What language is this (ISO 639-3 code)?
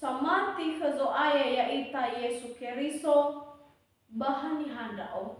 nia